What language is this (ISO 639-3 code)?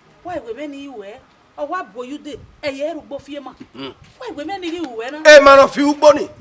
bin